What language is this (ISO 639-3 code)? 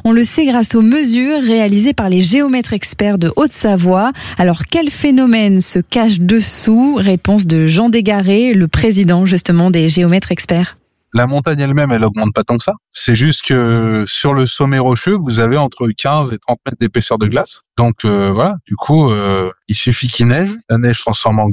fra